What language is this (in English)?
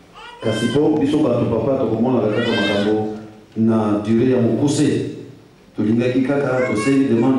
Lingala